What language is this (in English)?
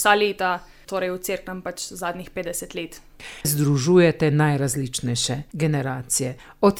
Slovenian